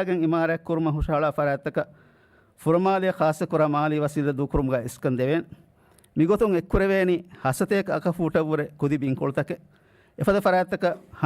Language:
Divehi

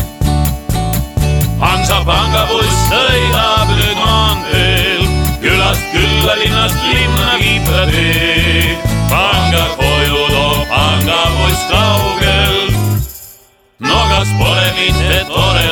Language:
Estonian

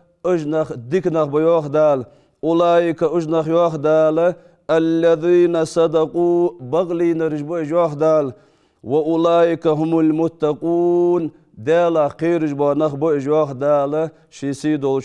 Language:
Ingush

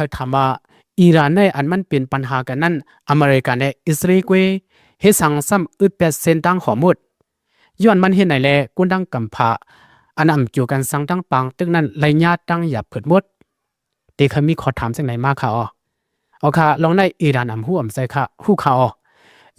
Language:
Shan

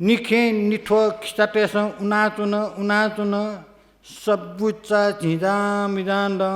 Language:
Newari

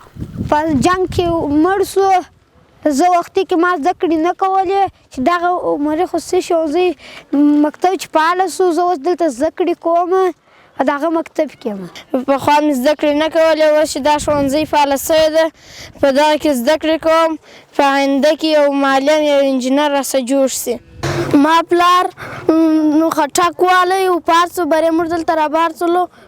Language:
Pashto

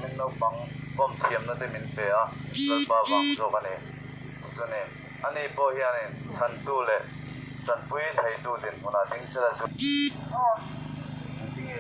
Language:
Mizo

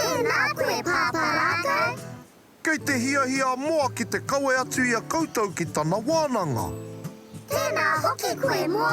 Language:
Māori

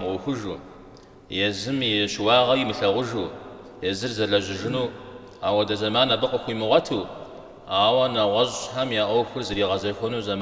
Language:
Kabardian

